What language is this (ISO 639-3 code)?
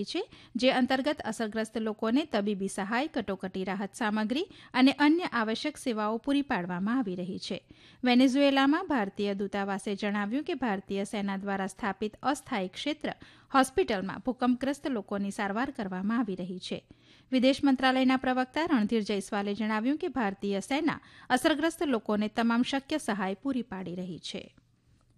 guj